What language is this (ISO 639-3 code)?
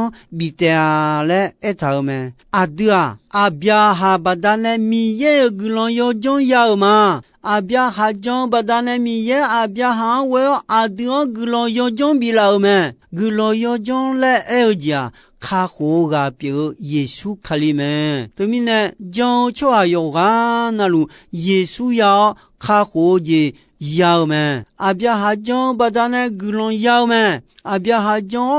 ahk